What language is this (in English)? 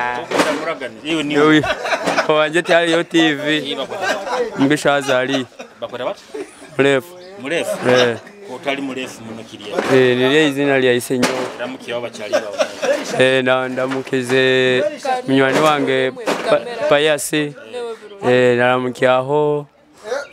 Nyoro